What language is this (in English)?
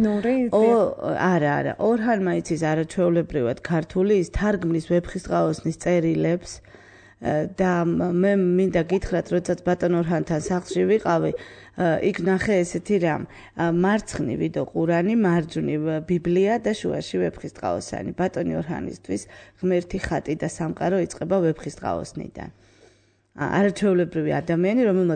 Georgian